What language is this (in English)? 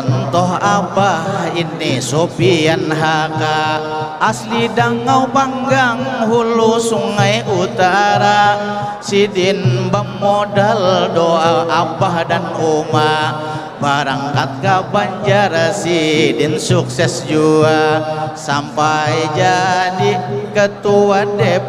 Banjar